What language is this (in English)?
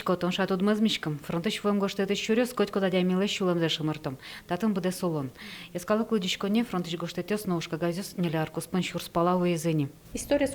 Udmurt